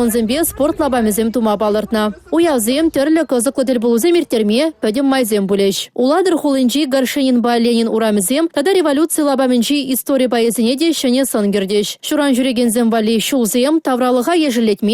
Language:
Chuvash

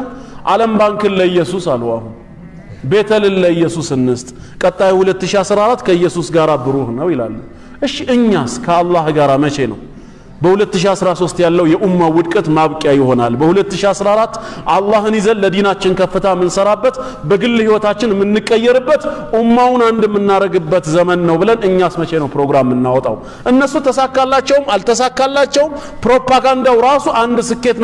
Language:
Amharic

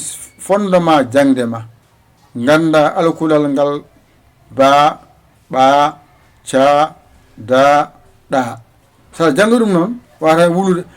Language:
Fula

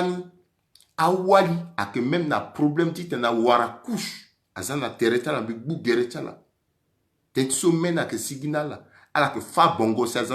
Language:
Sango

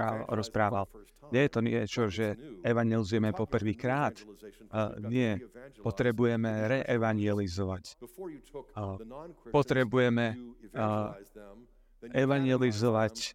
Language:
Slovak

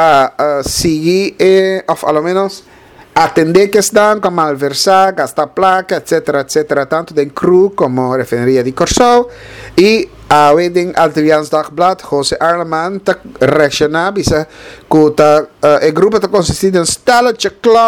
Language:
Papiamento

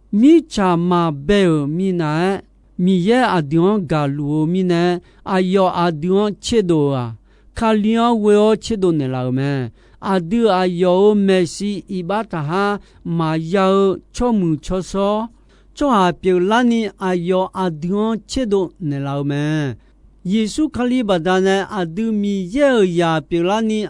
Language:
Akha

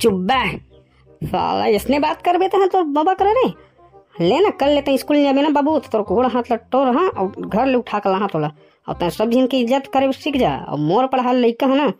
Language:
Chhattisgarhi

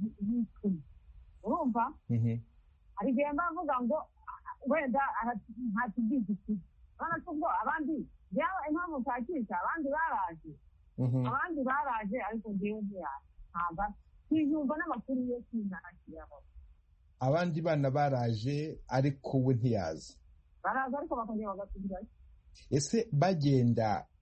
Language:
Kinyarwanda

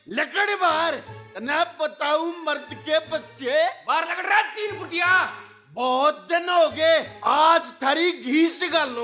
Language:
Haryanvi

